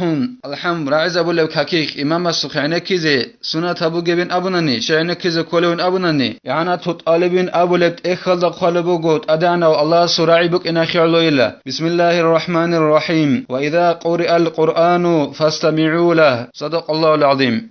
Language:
Avaric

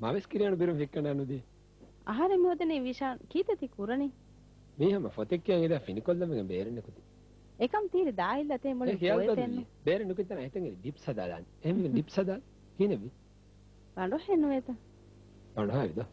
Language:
Divehi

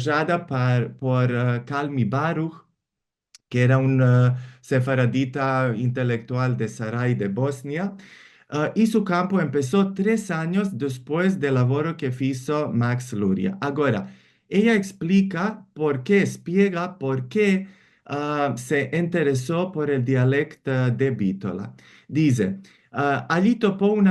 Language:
Ladino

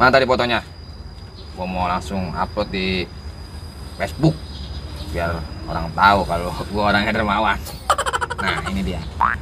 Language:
Betawi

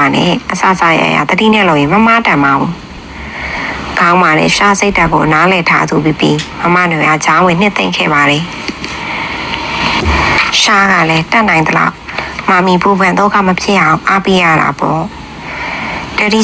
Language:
Burmese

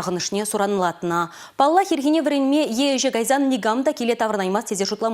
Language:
Chuvash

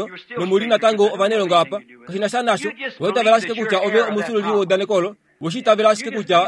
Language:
Kuanyama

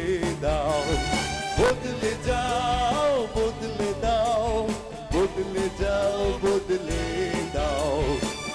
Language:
Bangla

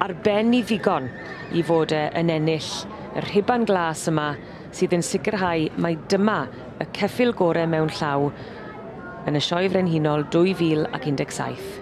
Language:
Welsh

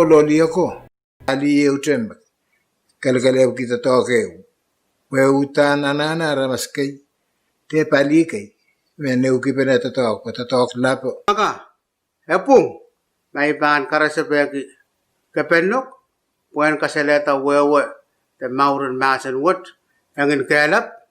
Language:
Pohnpeian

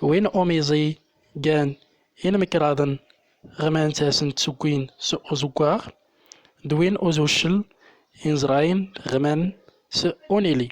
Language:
Central Atlas Tamazight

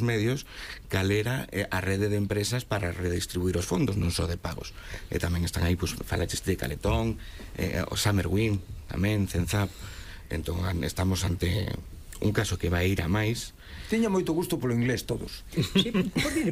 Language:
Galician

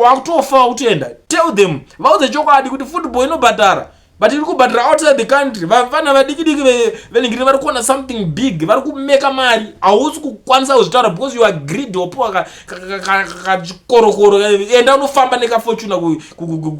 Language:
Shona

